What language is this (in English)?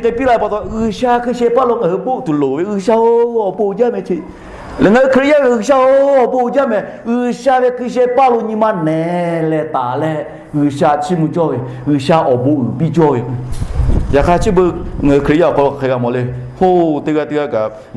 Lahu